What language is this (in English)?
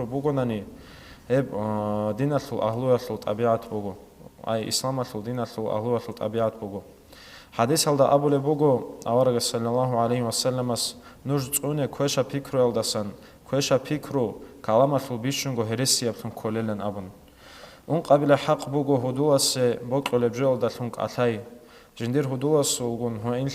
Avaric